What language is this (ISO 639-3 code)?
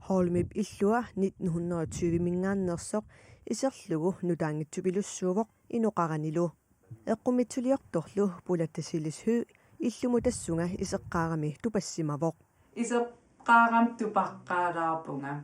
kal